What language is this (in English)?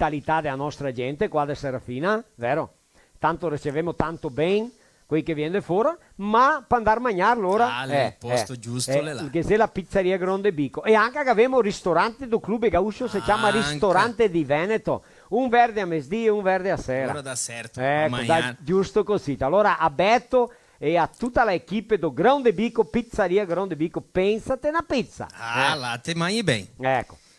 Venetian